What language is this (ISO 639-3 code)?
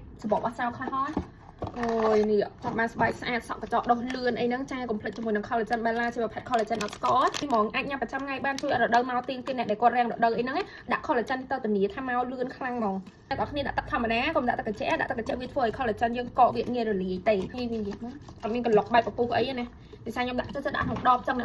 khm